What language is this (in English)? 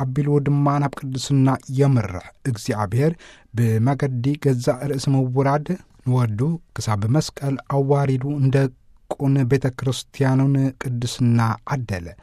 Tigrinya